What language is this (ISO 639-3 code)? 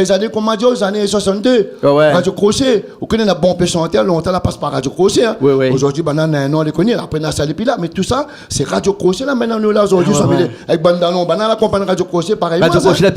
rcf